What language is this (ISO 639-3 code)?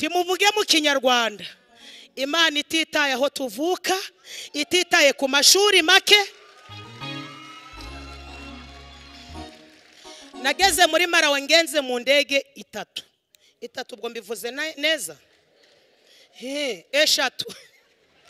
kin